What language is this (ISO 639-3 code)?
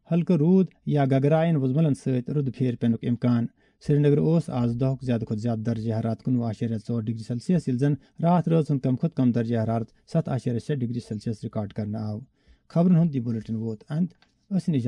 kas